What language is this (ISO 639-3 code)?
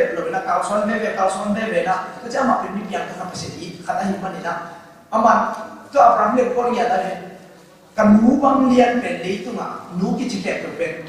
ctd